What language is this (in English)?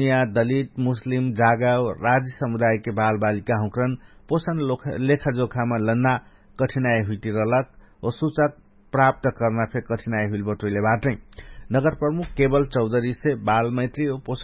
Dangaura Tharu